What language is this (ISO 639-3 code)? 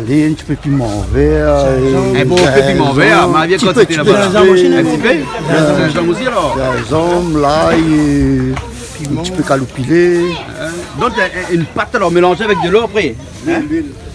rcf